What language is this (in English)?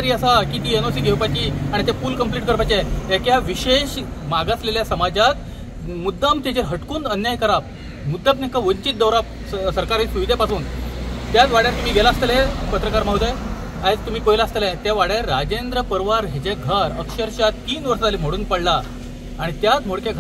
Konkani